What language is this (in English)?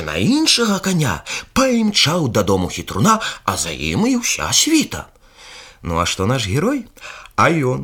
Belarusian